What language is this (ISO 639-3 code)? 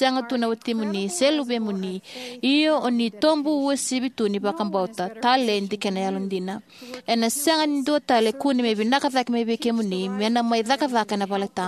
fij